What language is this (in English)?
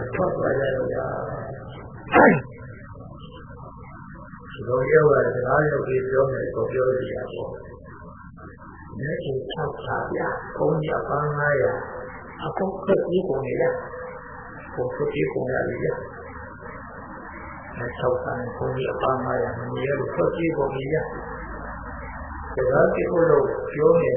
Burmese